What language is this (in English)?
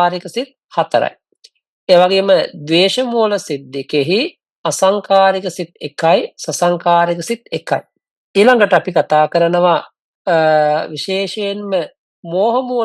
Sinhala